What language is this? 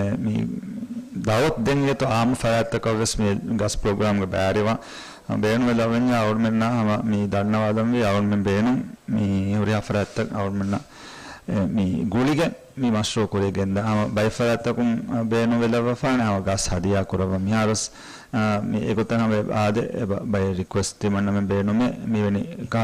Divehi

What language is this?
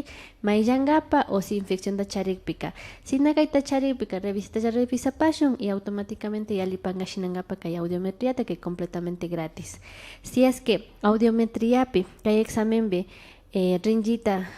Imbabura Highland Quichua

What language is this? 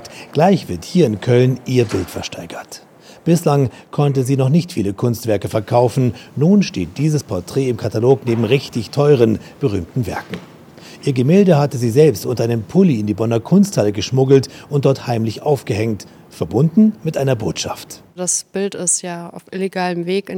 German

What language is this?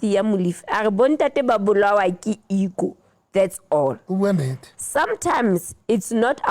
Southern Sotho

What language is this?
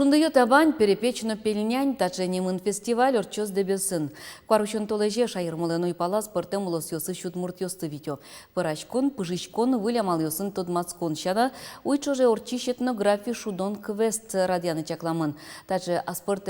Udmurt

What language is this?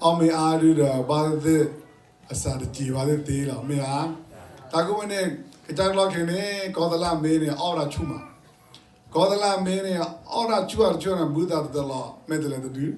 S'gaw Karen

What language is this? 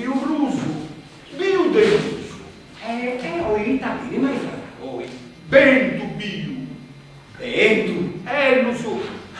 Sardinian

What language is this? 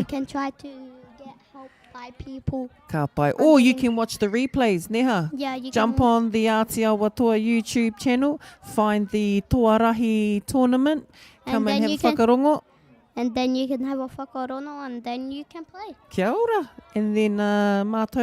Māori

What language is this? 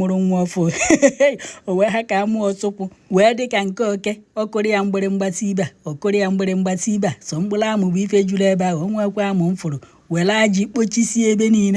Igbo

